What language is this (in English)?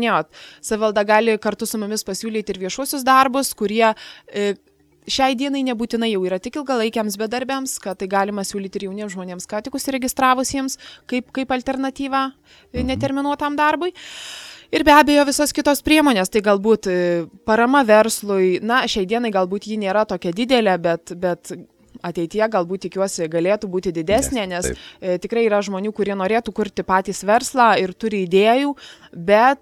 Lithuanian